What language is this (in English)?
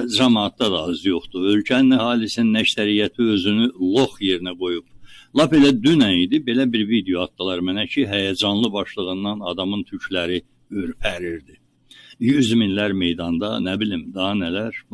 Azerbaijani